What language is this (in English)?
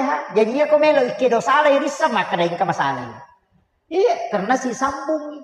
Buginese